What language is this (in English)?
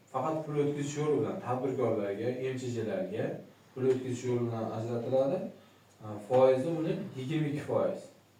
Uzbek